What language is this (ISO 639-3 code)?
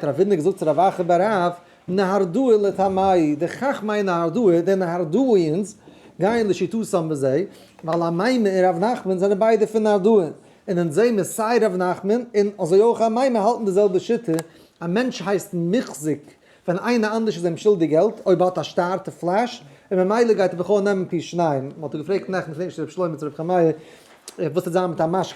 yid